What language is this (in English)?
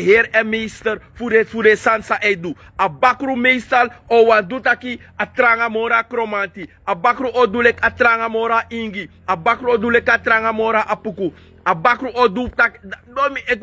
Sranan Tongo